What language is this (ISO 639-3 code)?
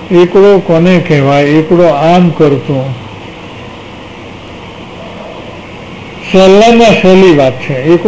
guj